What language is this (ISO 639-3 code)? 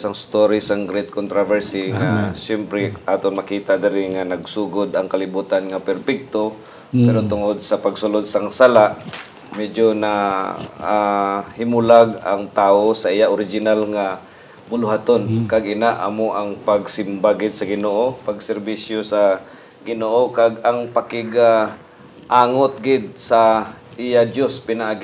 hil